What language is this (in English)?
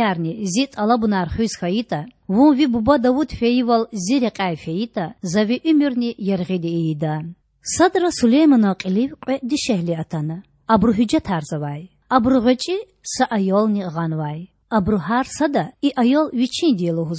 Lezghian